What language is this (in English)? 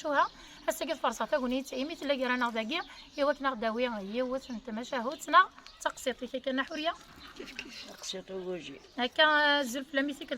Kabyle